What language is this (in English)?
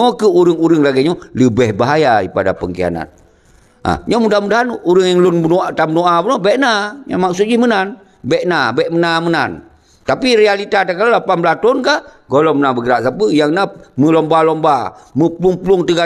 Achinese